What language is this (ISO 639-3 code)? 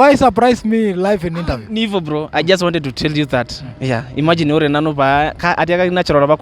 mas